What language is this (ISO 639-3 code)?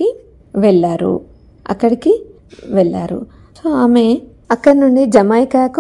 tel